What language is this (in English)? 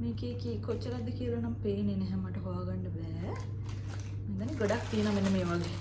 Sinhala